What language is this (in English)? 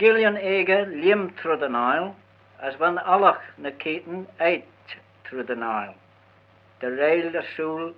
Manx